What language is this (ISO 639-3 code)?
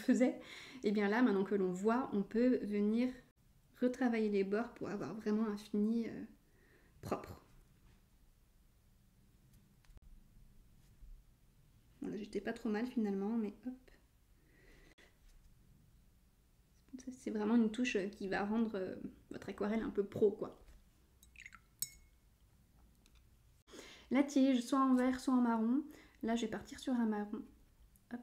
fra